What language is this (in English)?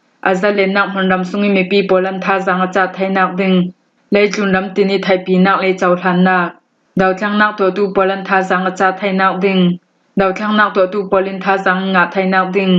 Falam Chin